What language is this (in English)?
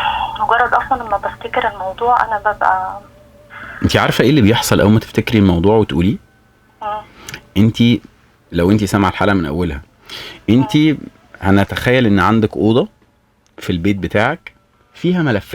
Egyptian Arabic